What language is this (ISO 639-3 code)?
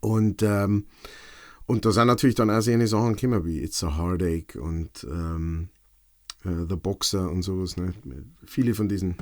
bar